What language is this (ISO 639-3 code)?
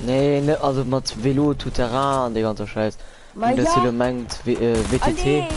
ltz